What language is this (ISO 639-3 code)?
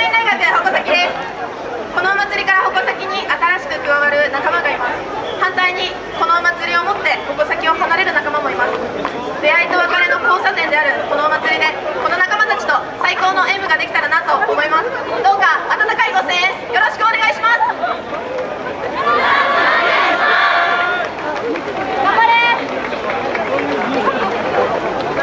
jpn